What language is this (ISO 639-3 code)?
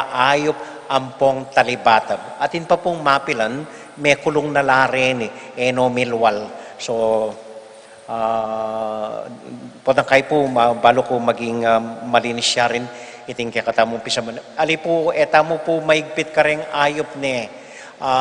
pam